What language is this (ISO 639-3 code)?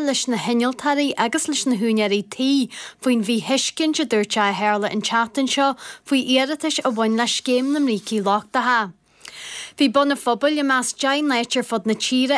gle